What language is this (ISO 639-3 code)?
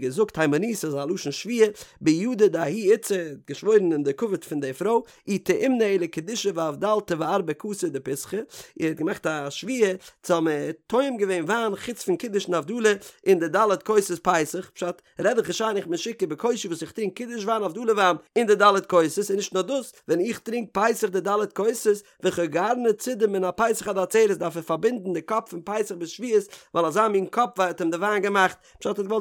yid